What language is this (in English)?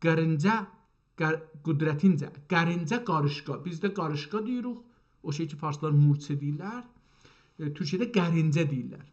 South Azerbaijani